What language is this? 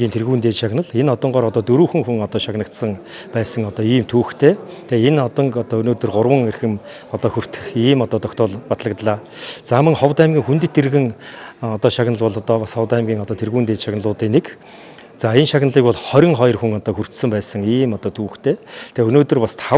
Mongolian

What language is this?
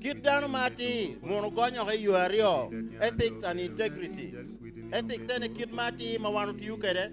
Acoli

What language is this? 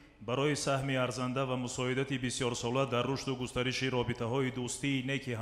Tajik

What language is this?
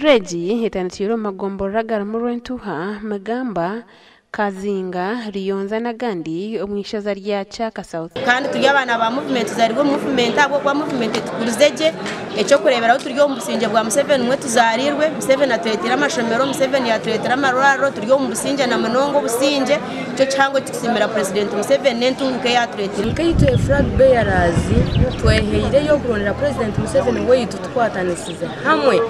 Nyankole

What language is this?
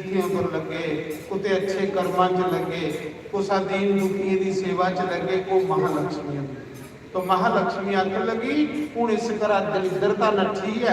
Dogri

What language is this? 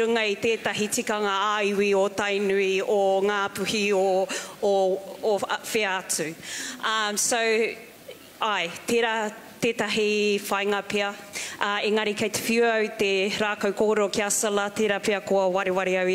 Māori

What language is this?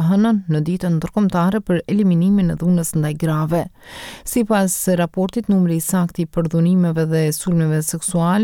Albanian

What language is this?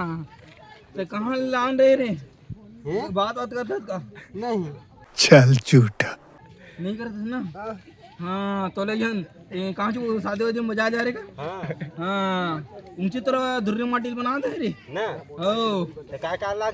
Chhattisgarhi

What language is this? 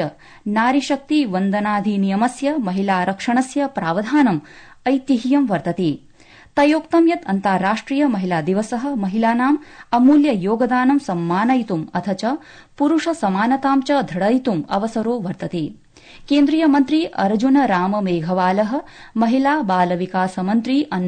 Sanskrit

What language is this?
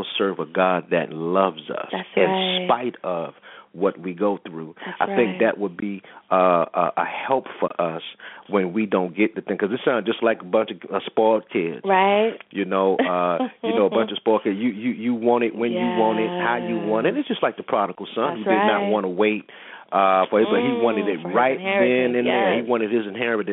English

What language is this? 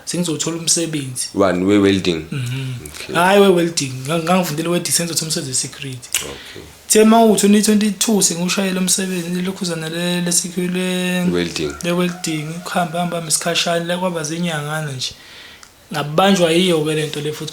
Zulu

